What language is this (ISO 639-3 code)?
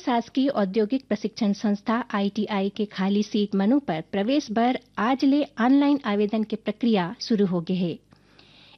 hne